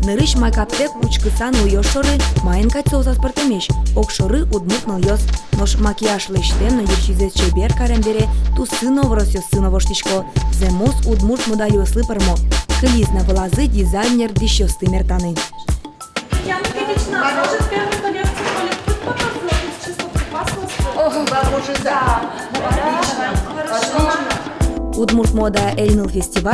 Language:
Udmurt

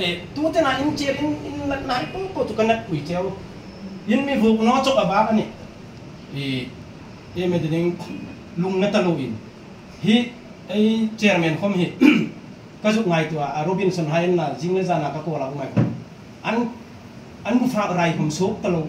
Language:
Hmar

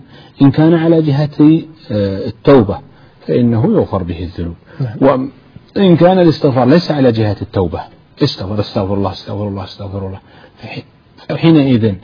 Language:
Arabic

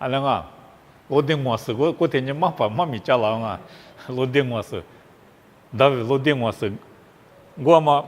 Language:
Lisu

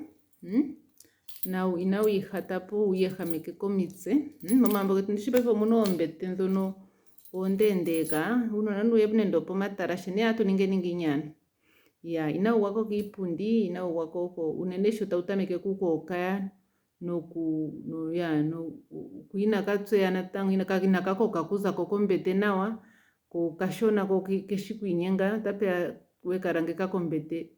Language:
Ndonga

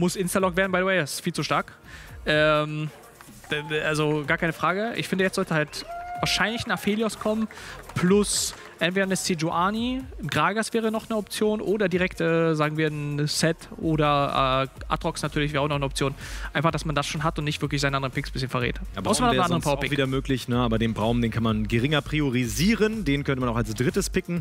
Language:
German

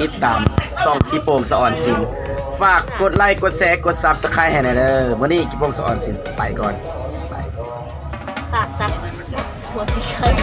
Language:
Lao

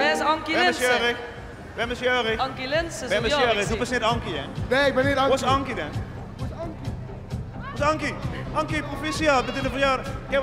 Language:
Limburgish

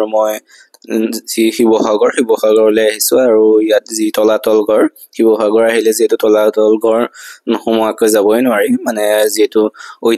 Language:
Assamese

